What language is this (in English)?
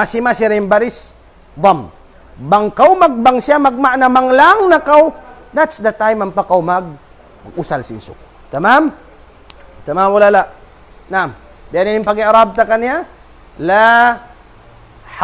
Tausug